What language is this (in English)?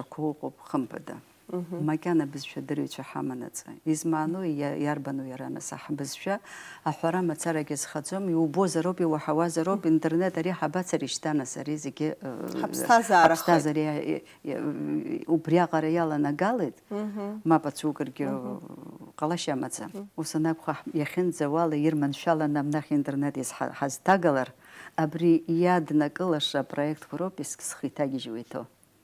Abkhazian